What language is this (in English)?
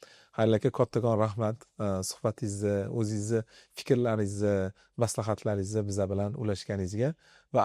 Uzbek